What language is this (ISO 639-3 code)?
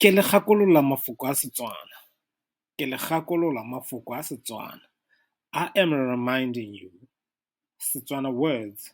tsn